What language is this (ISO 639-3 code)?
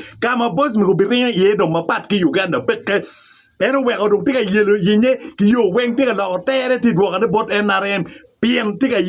ach